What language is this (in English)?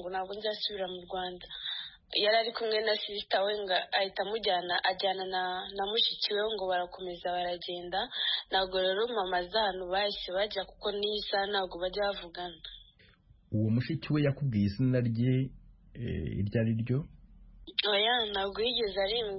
Kinyarwanda